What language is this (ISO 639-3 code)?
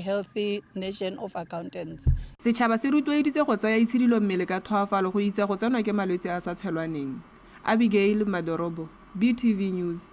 tsn